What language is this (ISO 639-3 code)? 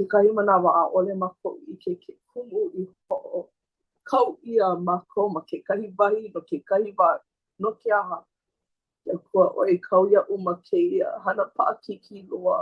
haw